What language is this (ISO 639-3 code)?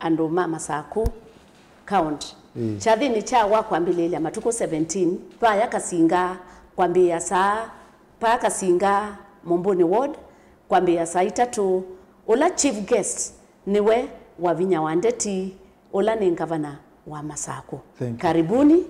kam